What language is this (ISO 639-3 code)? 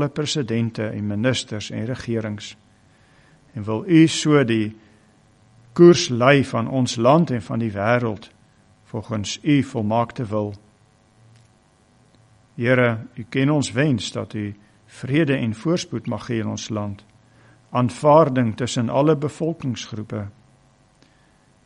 afr